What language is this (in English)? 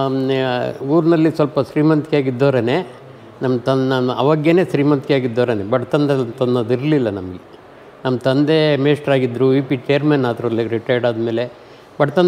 Kannada